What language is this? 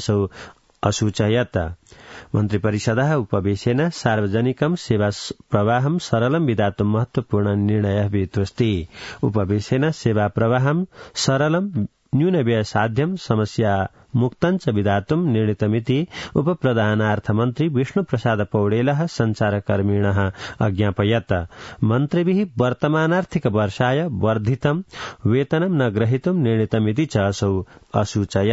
Sanskrit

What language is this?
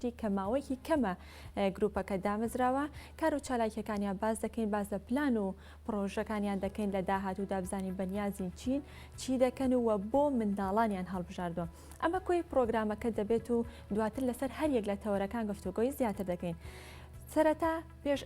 Central Kurdish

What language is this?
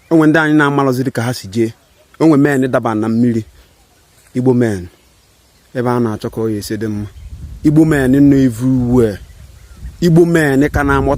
Igbo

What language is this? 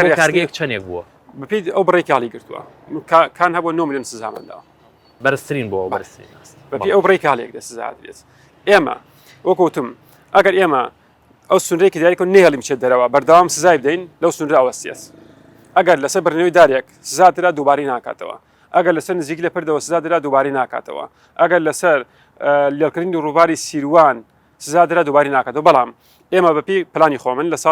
Central Kurdish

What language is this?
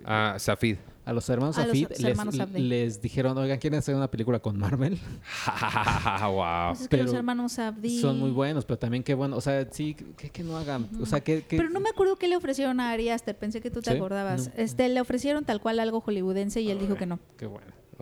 Spanish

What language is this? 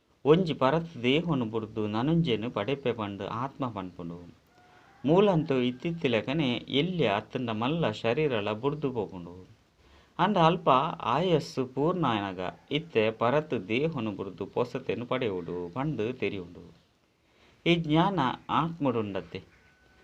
Tulu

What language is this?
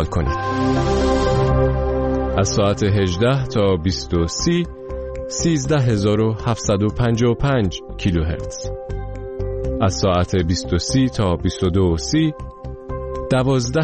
Persian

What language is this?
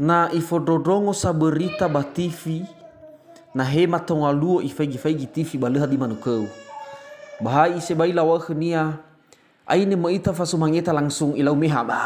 Nias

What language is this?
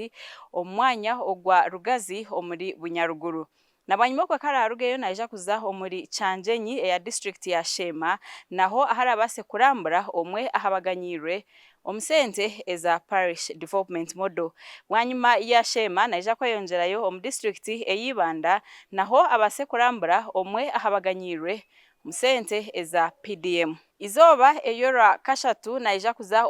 Nyankole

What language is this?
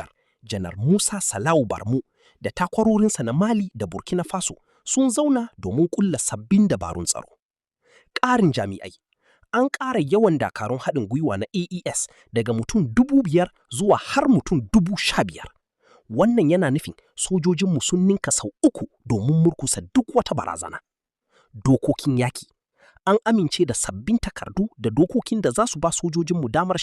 Hausa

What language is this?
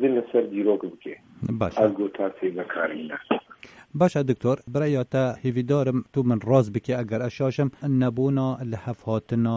Kurdish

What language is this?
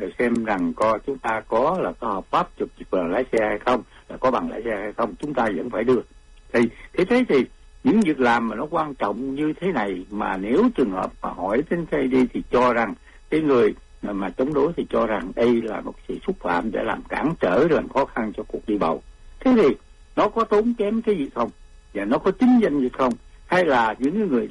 Vietnamese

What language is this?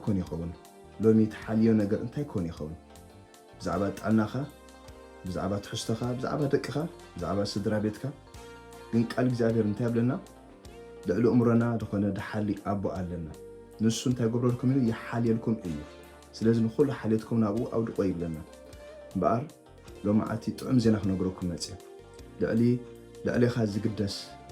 Tigrinya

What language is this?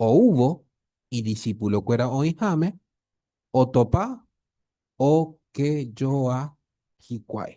Guarani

